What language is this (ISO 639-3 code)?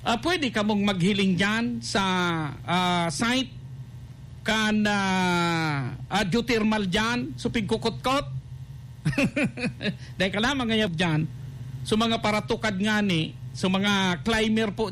bik